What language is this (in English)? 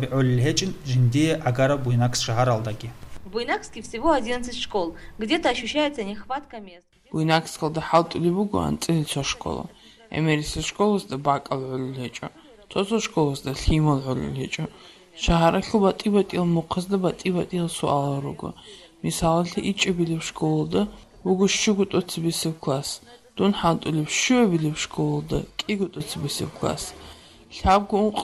Avaric